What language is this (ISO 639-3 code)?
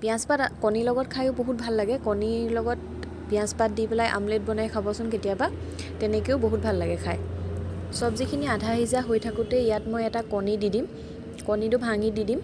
asm